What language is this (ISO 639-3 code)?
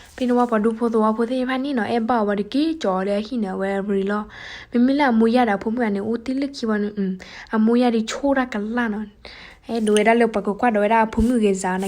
ksw